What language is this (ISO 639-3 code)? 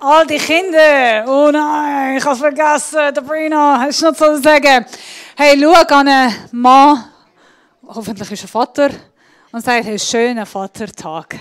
gsw